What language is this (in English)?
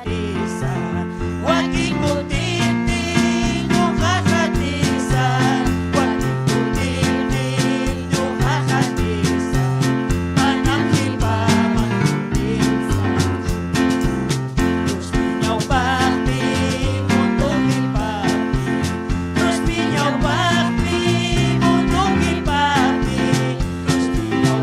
Ayacucho Quechua